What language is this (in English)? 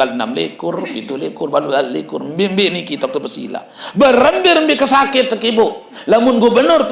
Sasak